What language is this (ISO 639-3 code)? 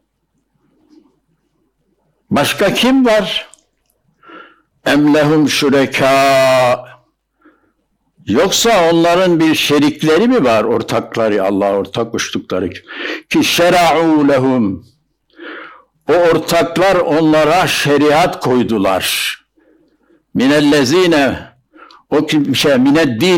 tur